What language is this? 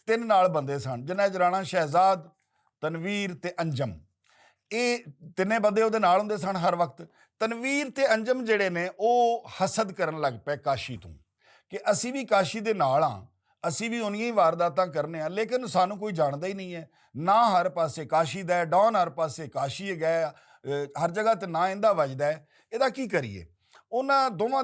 Western Panjabi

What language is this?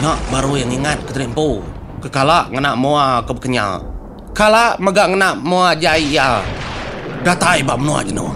Iban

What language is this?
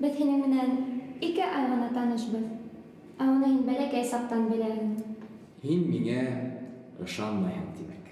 Bashkir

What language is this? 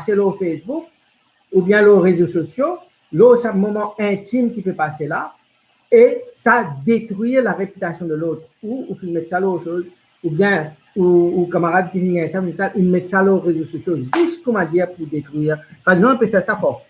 Morisyen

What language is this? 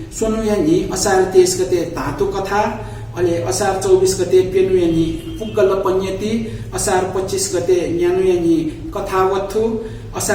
Newari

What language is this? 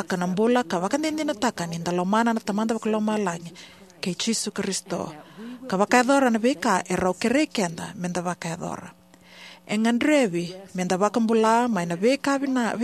Fijian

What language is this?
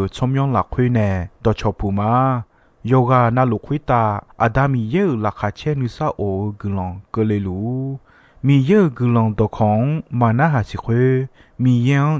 Akha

